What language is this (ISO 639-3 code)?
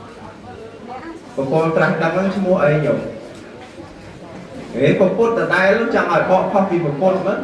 khm